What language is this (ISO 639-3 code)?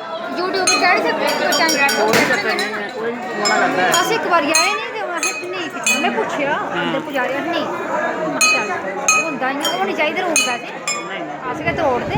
doi